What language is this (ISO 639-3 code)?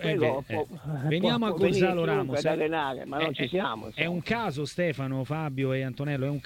ita